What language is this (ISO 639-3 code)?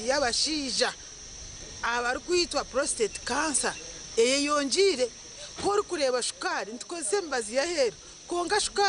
nyn